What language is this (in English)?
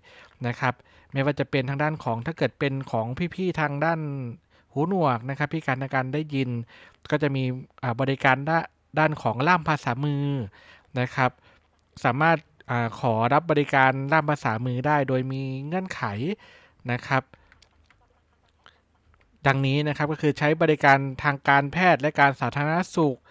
Thai